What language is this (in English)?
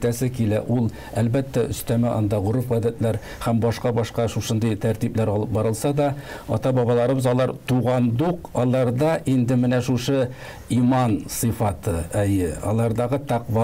Tatar